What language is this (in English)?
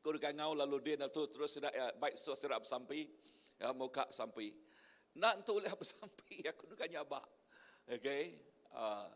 Iban